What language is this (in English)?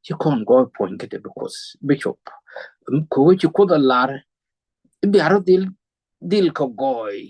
Nuer